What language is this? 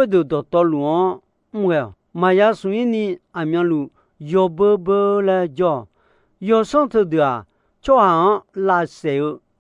Akha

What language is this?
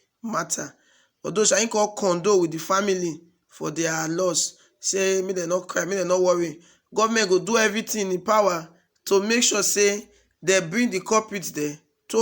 Nigerian Pidgin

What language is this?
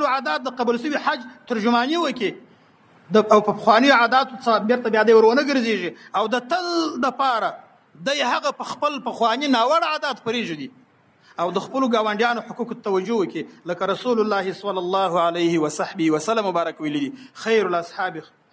Pashto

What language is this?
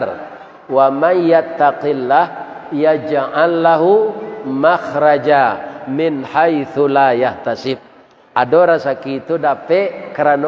Minangkabau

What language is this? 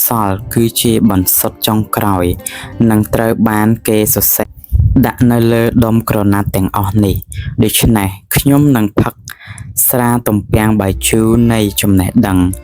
Khmer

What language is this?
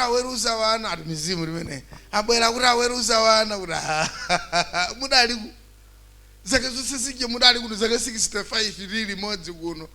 Nyanja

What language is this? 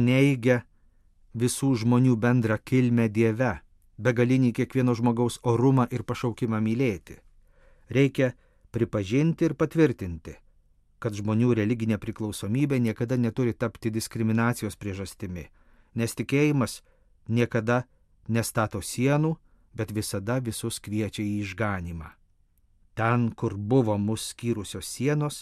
Lithuanian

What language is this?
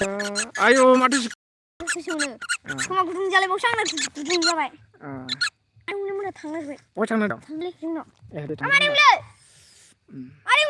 Bodo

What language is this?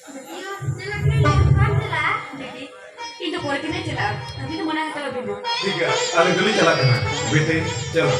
Santali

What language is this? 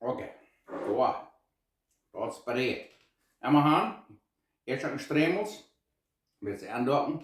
Plautdietsch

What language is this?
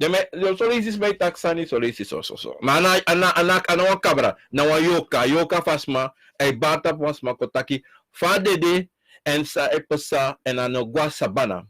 Sranan Tongo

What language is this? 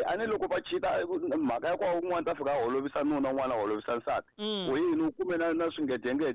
Tsonga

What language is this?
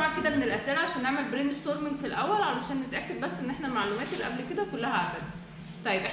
Egyptian Arabic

